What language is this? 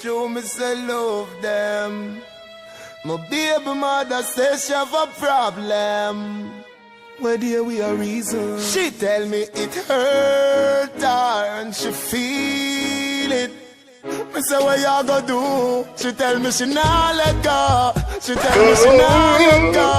Jamaican Creole English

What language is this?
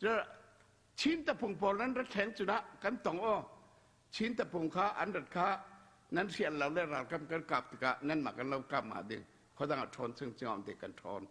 Falam Chin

